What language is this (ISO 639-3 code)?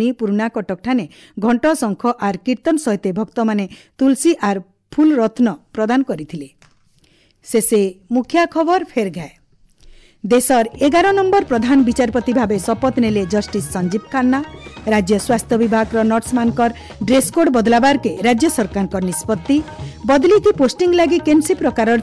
ori